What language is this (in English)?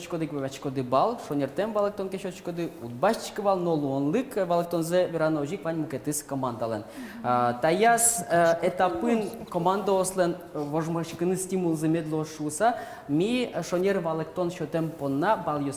Udmurt